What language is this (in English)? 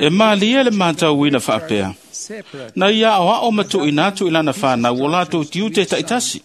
Samoan